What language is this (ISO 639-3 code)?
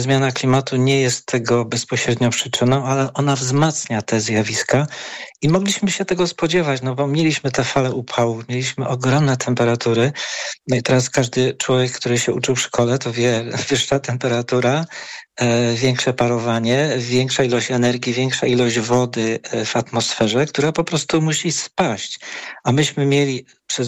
pol